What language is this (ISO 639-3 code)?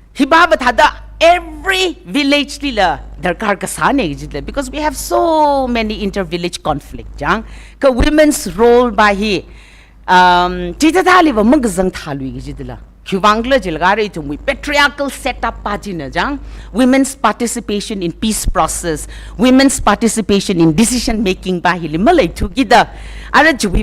nmf